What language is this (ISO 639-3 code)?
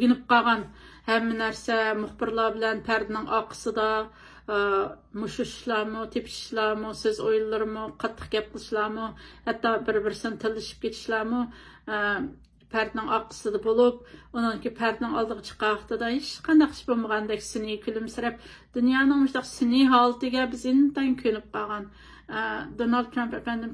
uig